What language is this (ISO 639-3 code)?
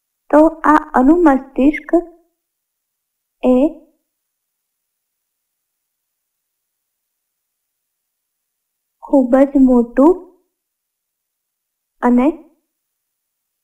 guj